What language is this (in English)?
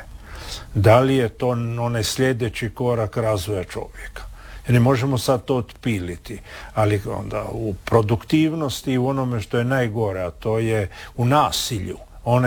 Croatian